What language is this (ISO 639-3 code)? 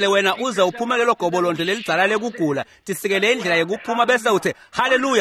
ssw